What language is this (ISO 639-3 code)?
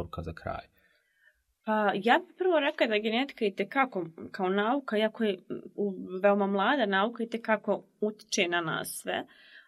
bos